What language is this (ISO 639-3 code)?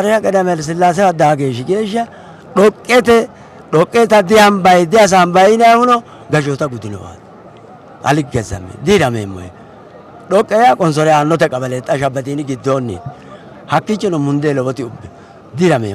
sid